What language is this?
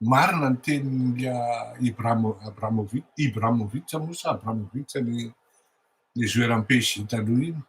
Malagasy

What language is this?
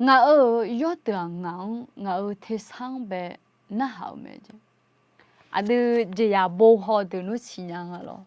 Akha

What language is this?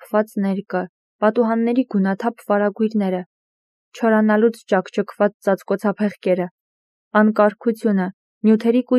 Armenian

